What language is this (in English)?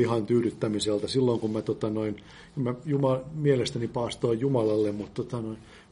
Finnish